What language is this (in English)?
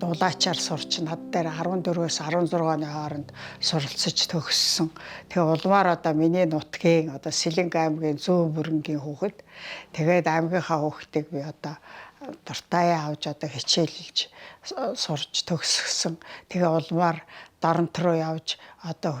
Mongolian